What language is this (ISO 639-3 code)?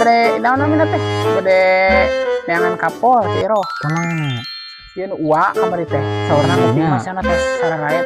sun